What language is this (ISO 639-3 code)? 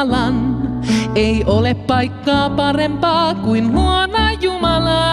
fin